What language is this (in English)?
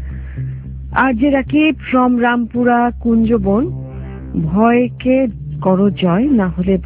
Bangla